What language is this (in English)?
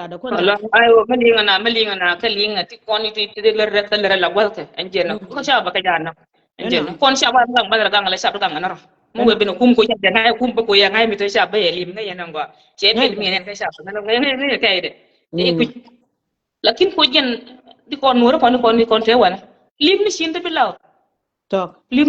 Nuer